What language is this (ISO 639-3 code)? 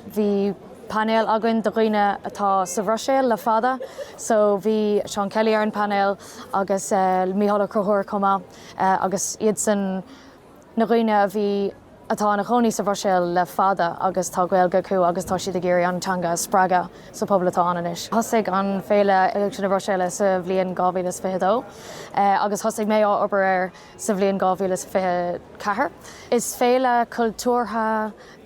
gle